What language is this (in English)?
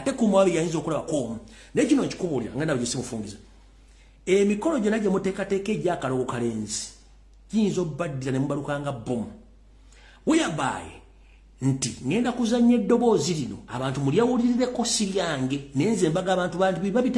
Ganda